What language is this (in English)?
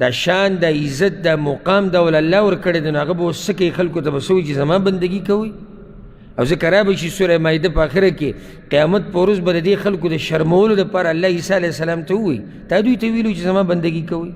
Pashto